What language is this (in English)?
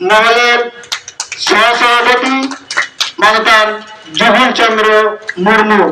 Santali